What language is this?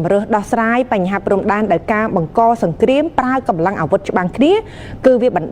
Khmer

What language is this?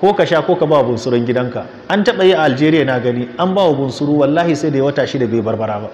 Hausa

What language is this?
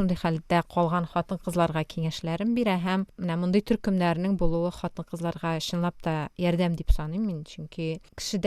Tatar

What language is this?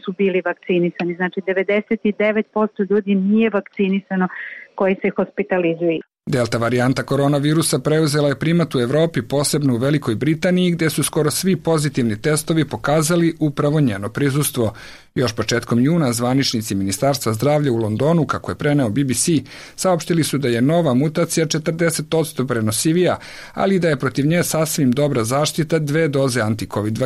Serbian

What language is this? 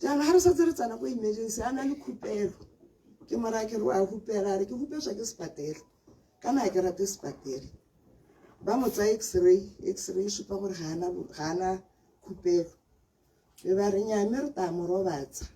Tswana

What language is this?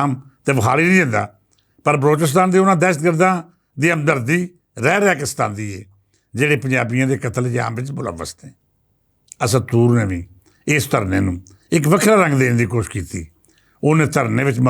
Western Panjabi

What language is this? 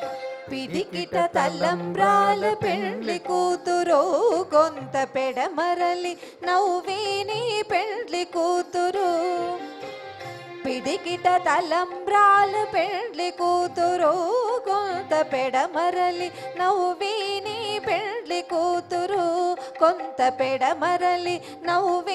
Telugu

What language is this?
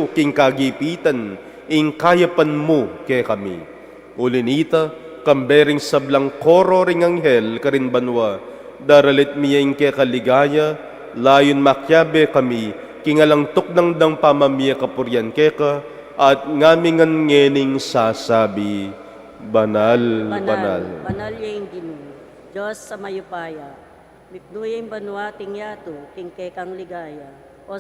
Pampanga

